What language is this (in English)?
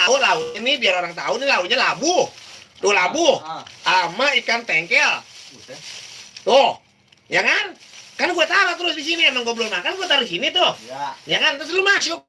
Betawi